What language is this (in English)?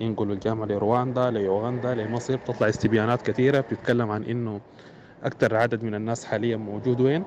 Sudanese Arabic